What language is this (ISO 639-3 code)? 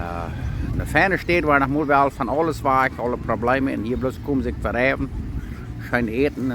pdt